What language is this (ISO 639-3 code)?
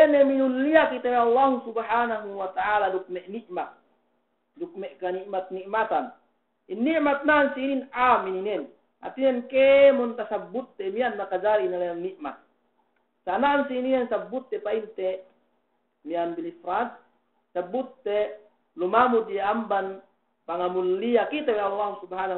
yka